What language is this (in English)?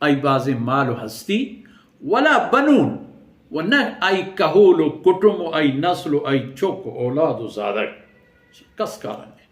Baluchi